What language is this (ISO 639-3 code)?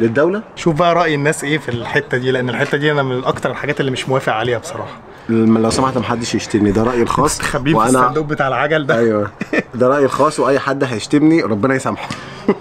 arz